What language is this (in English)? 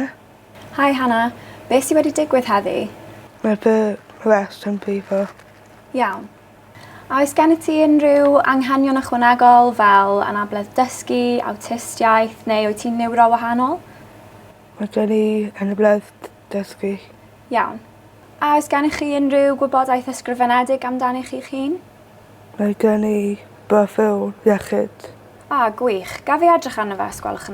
Welsh